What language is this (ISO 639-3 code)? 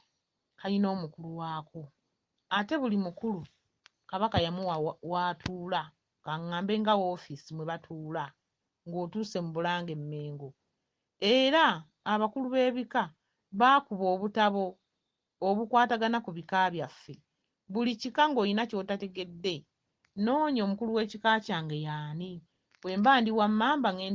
lug